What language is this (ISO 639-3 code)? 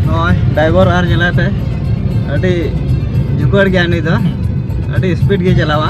sat